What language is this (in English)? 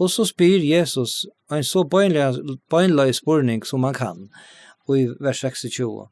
Faroese